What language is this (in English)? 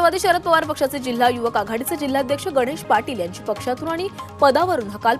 Marathi